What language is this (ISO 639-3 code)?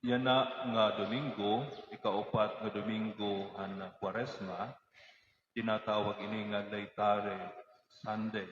war